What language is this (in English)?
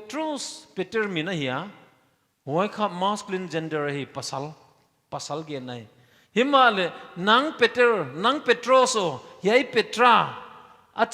Paite Chin